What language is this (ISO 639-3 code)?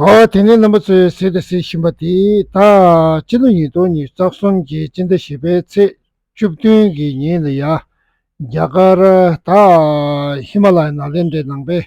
bod